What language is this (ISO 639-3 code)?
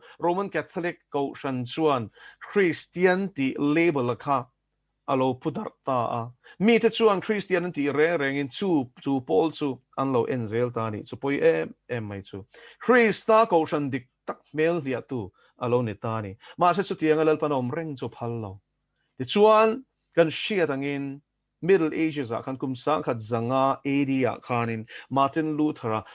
lus